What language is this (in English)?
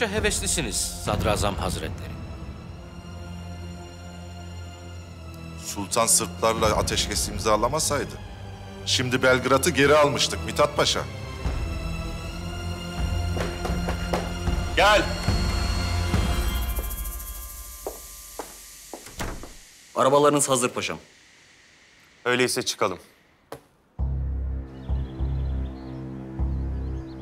Turkish